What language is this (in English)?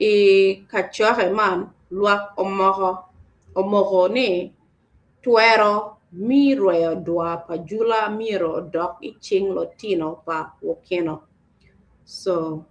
Acoli